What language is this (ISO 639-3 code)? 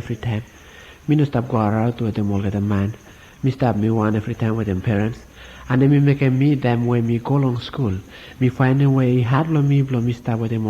bis